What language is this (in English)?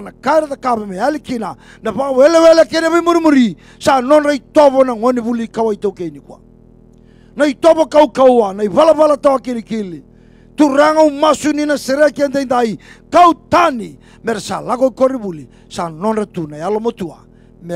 Fijian